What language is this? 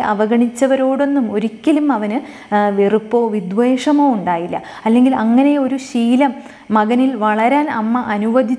Malayalam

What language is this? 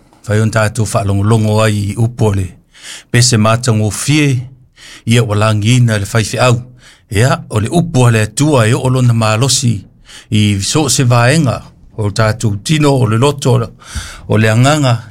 Samoan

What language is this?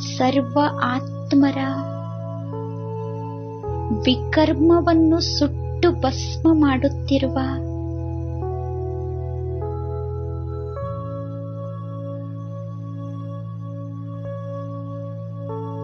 Kannada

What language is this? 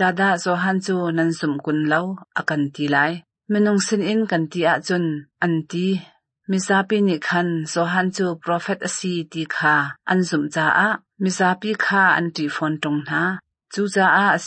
Hakha Chin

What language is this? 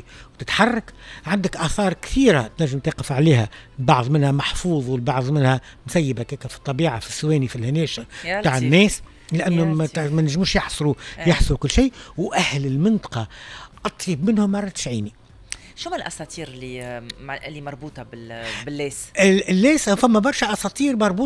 Tunisian Arabic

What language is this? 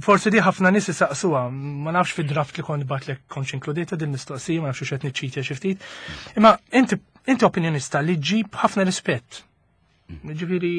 Maltese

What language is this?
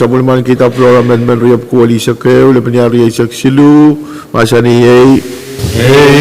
Pohnpeian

